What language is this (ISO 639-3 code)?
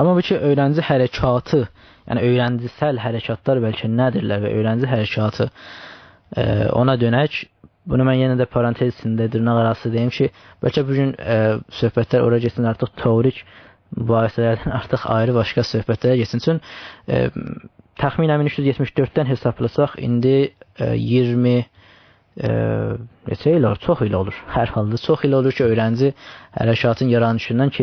azb